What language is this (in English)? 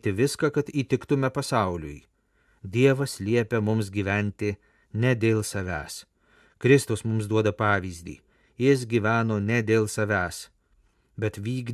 Lithuanian